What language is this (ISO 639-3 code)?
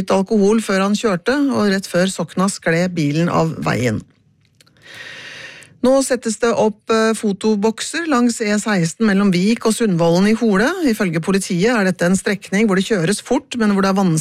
nor